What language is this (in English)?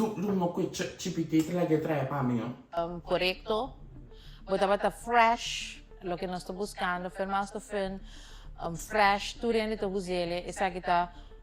Papiamento